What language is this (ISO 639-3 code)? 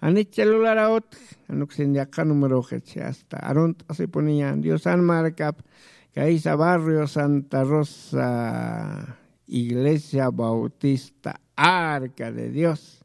aym